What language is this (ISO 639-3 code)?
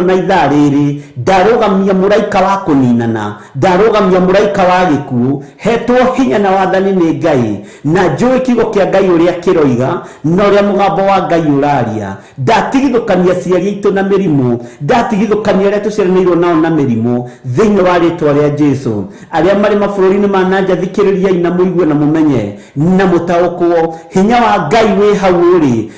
kik